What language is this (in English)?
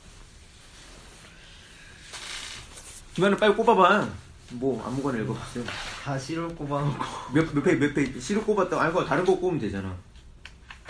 Korean